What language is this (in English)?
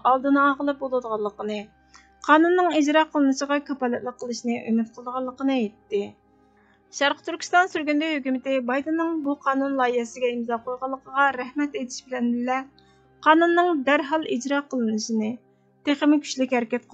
Uyghur